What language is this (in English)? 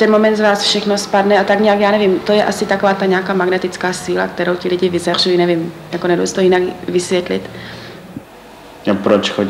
Czech